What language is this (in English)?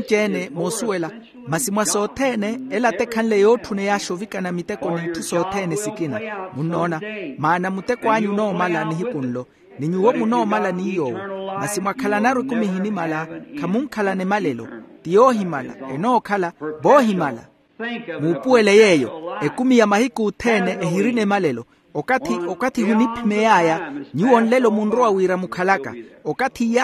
Makhuwa